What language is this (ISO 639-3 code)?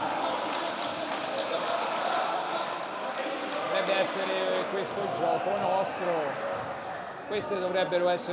ita